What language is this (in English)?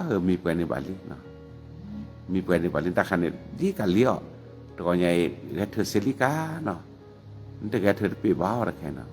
S'gaw Karen